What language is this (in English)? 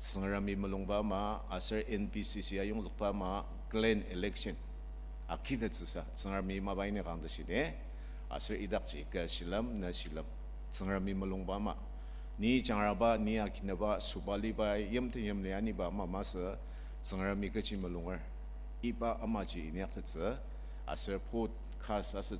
Ao Naga